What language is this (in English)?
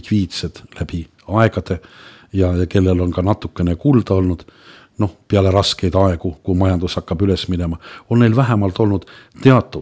Estonian